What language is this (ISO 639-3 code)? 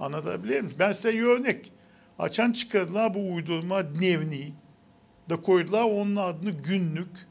gag